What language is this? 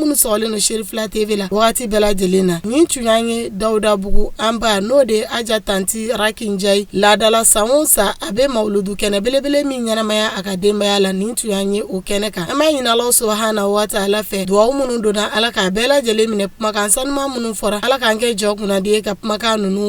Bambara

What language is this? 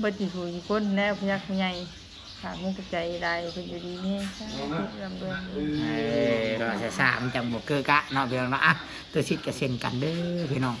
Northeastern Thai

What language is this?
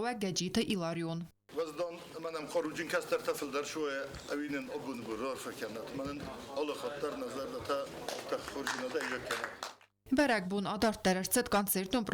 Ossetic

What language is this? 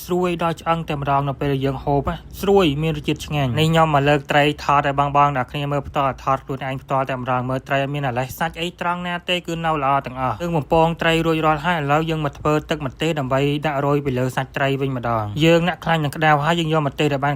Khmer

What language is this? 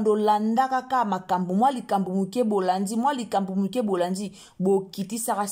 Lingala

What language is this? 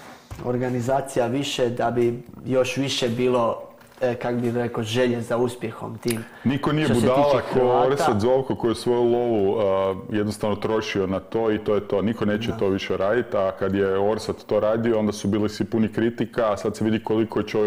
Croatian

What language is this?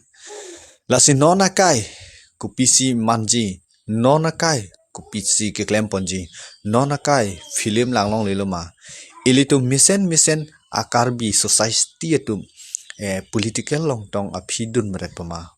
Karbi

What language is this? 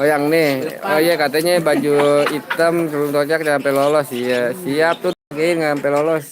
Betawi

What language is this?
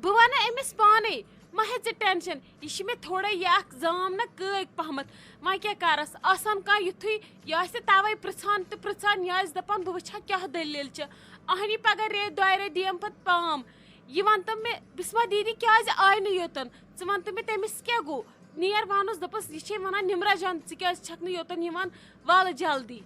Kashmiri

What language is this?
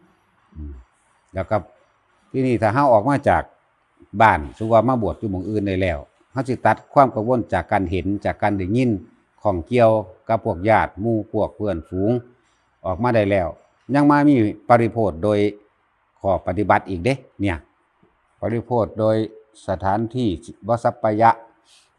Northeastern Thai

